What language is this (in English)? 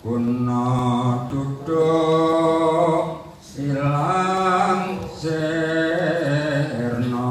Javanese